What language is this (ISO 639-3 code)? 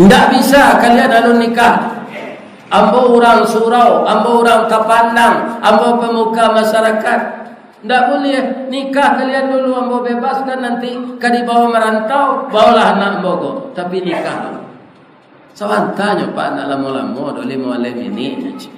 min